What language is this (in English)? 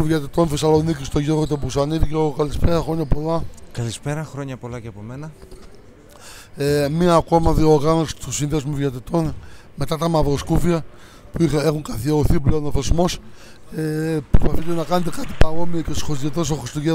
Greek